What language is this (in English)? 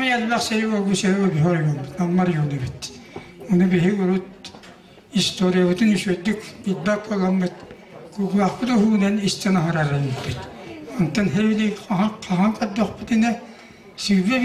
Yakut